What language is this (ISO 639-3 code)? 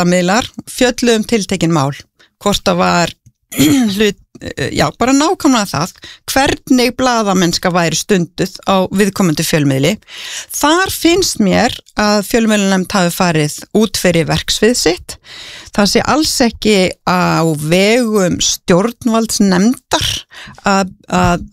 isl